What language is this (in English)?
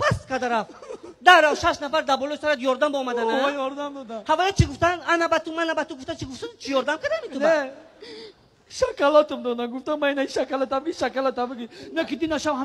Tajik